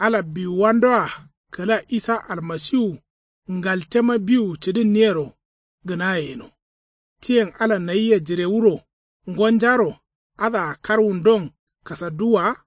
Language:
Kanuri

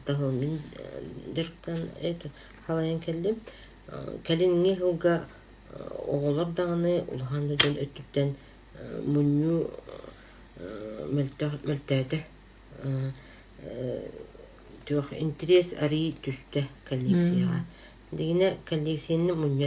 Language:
Yakut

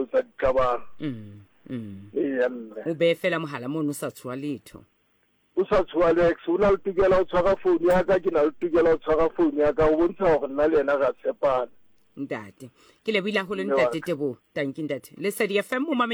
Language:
Southern Sotho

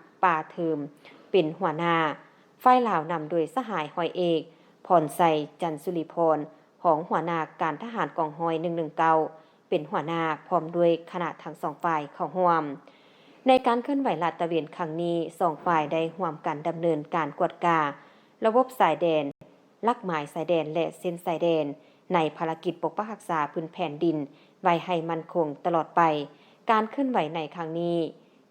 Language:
Lao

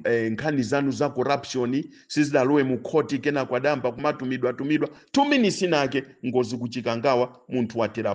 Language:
Nyanja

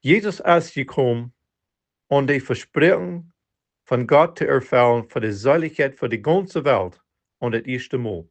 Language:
Plautdietsch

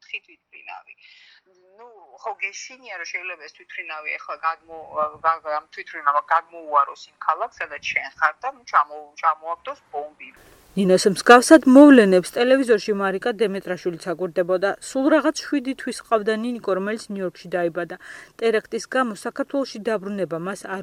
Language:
Georgian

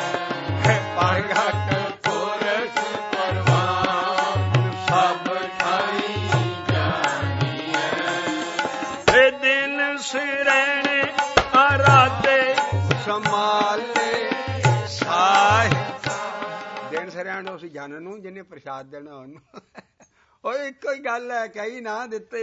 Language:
Punjabi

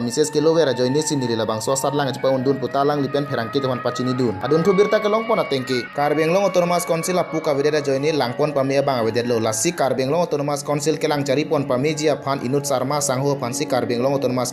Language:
Karbi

